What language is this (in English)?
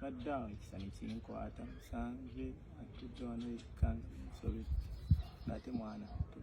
Ganda